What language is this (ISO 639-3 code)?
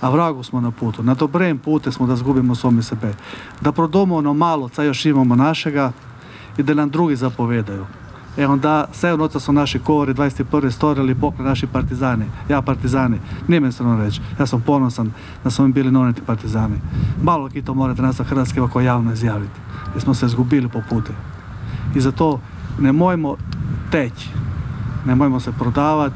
hrv